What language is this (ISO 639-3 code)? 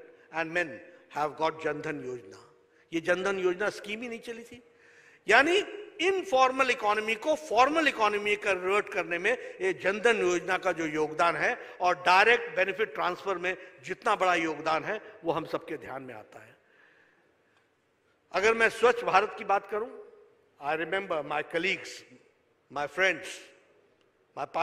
hin